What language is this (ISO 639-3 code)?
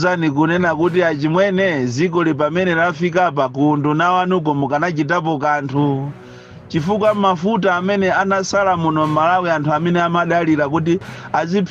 nya